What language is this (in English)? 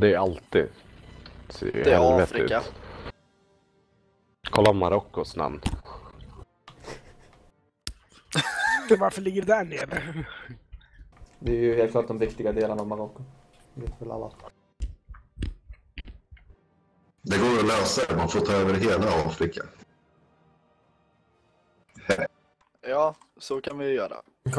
Swedish